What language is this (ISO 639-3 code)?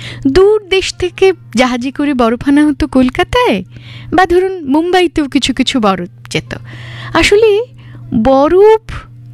ben